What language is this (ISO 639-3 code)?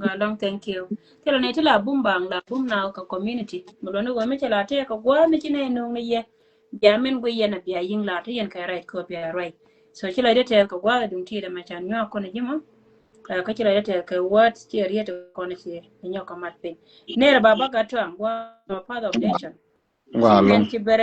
nus